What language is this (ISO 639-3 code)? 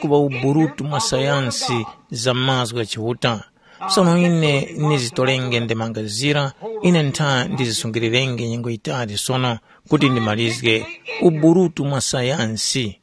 tum